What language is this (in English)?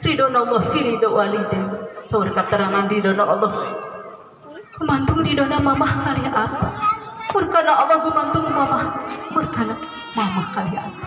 Sundanese